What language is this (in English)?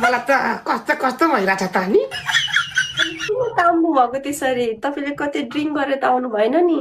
Nepali